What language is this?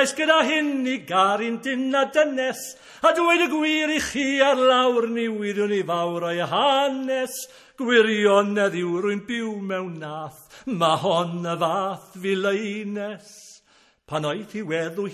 Welsh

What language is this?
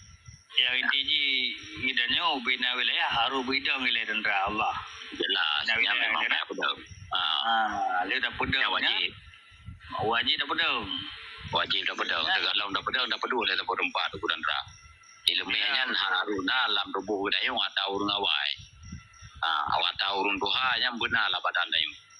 Achinese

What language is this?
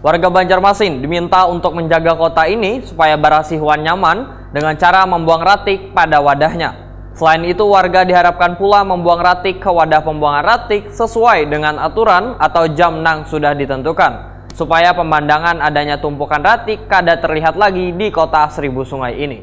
Banjar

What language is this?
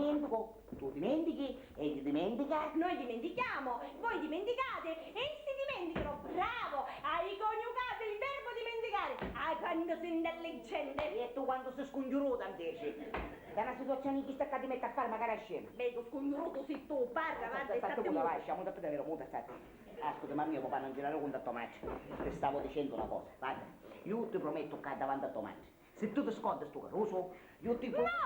Sicilian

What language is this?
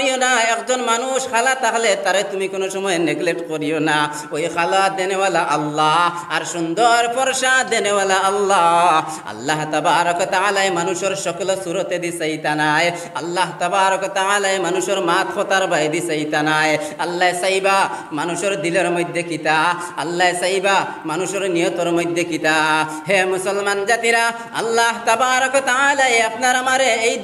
Sylheti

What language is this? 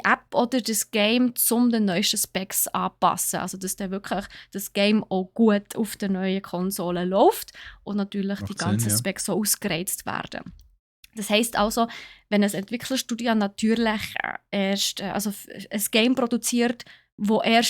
Swiss German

